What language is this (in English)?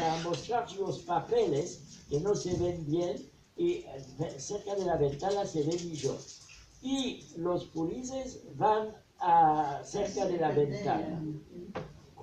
Ladino